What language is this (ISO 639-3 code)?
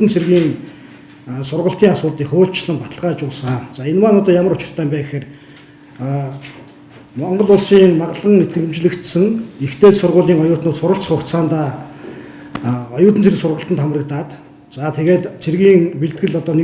mon